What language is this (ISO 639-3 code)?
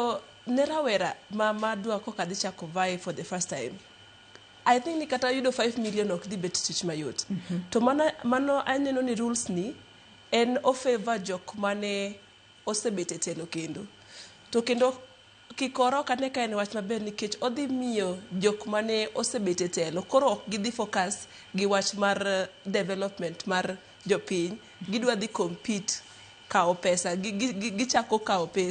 luo